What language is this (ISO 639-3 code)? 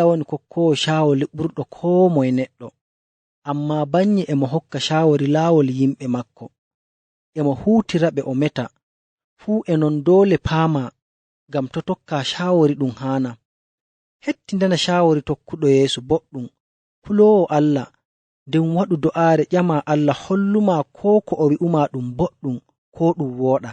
fuv